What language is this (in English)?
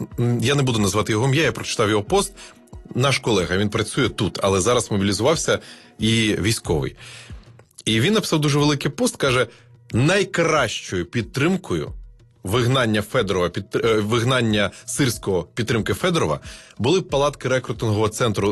Ukrainian